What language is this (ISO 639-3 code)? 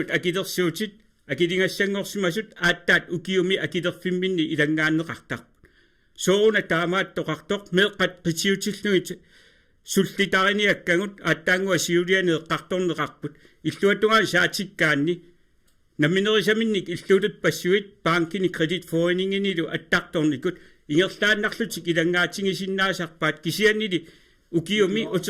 kal